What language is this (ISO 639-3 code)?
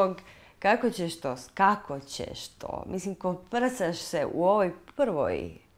hrv